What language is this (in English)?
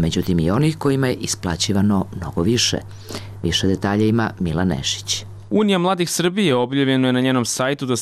Serbian